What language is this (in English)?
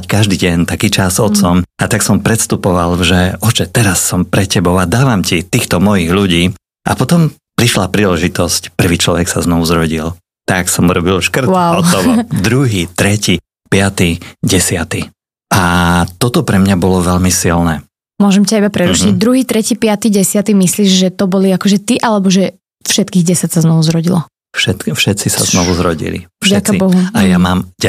Slovak